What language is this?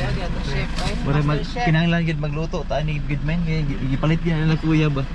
Cebuano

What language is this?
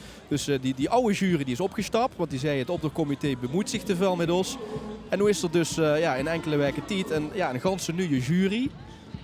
Limburgish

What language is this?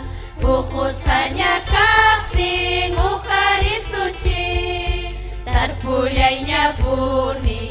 Ayacucho Quechua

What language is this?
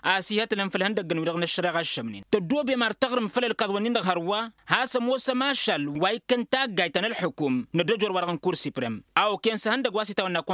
Tamasheq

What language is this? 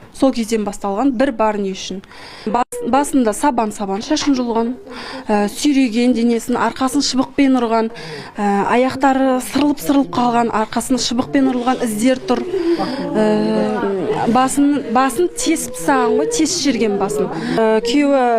Kazakh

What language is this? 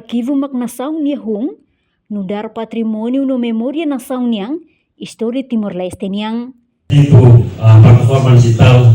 Tetum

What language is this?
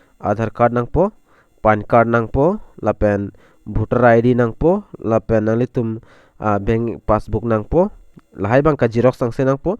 Karbi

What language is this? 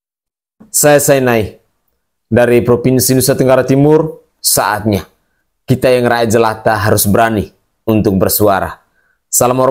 Indonesian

